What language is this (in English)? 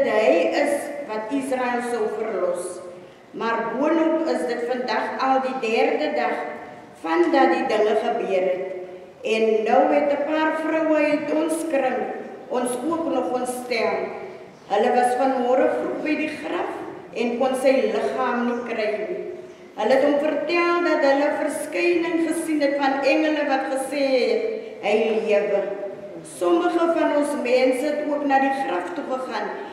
Afrikaans